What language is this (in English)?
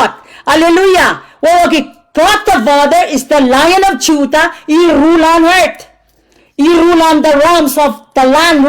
Pohnpeian